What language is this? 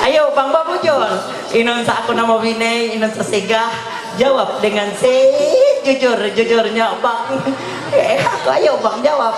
Ma'anyan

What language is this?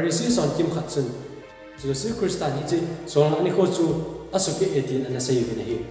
Thado Chin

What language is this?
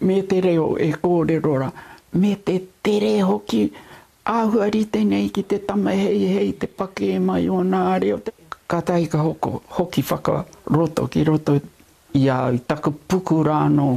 Māori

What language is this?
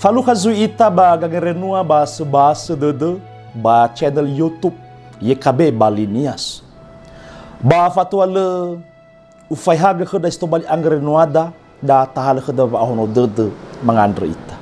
Nias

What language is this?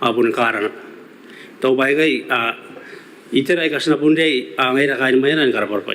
Gilbertese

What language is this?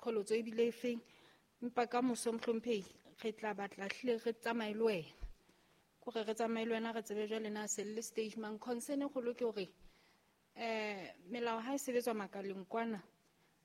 Southern Sotho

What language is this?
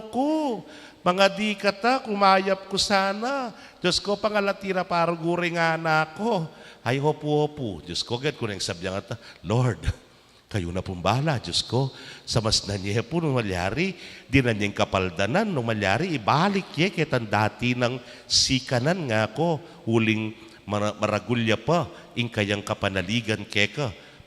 Pampanga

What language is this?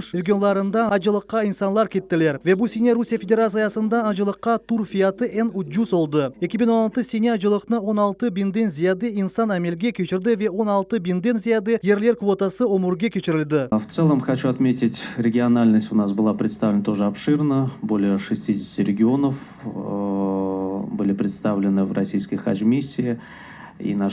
Crimean Tatar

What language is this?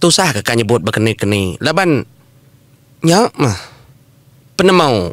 Iban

